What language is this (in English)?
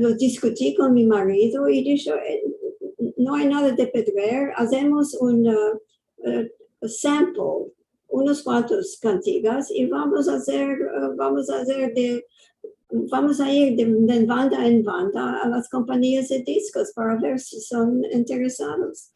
Ladino